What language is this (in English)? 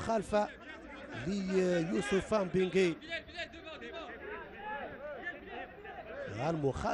Arabic